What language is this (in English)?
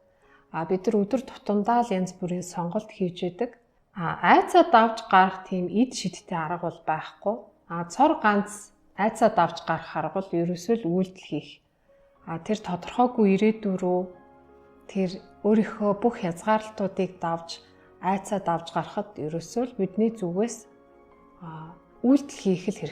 Mongolian